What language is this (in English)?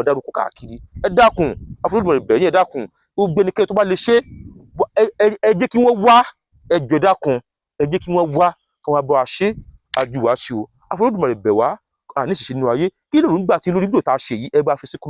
Yoruba